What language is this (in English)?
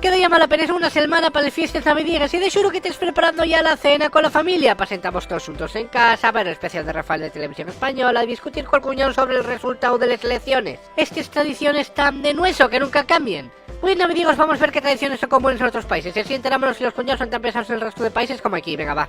Asturian